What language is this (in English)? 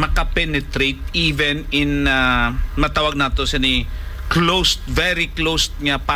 Hiligaynon